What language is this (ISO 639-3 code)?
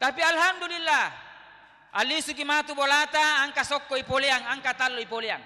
bug